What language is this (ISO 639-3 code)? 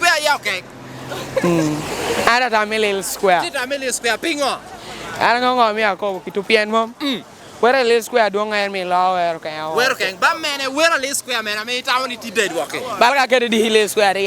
laj